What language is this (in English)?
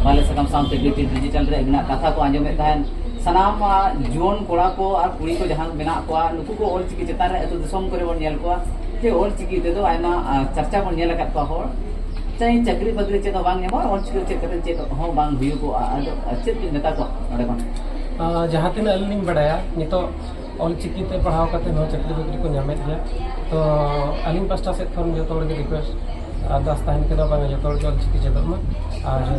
Santali